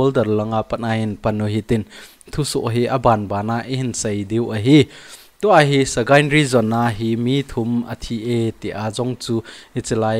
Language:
Thado Chin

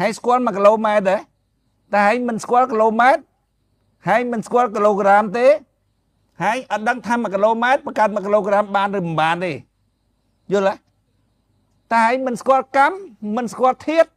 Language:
Khmer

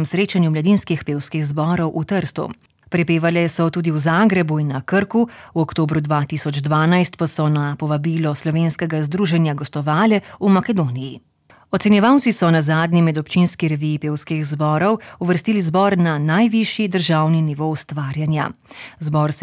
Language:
Slovenian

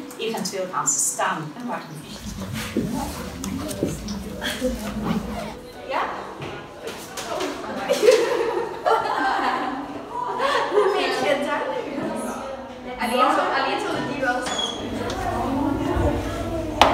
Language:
Dutch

